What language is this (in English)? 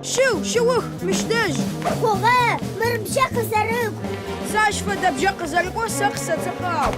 Adyghe